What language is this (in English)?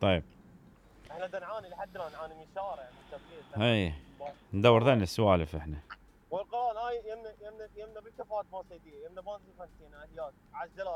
Mesopotamian Arabic